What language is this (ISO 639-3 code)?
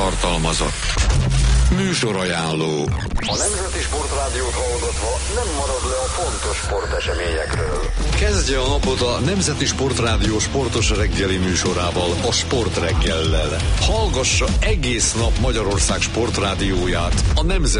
hun